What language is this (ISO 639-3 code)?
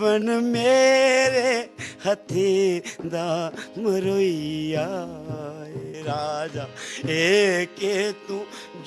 doi